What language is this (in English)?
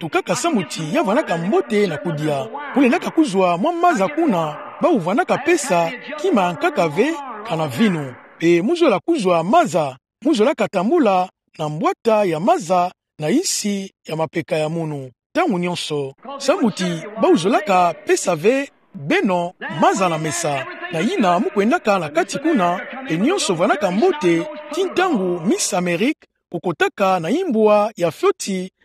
Kituba (Democratic Republic of Congo)